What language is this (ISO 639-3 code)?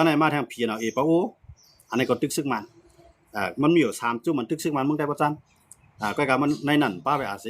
shn